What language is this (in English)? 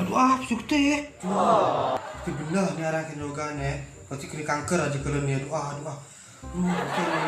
Balinese